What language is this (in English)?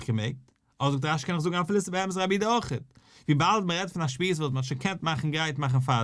Yiddish